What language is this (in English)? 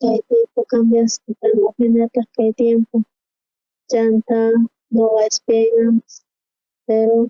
South Bolivian Quechua